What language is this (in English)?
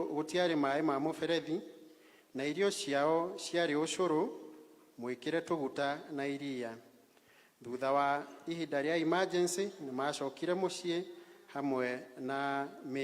Kikuyu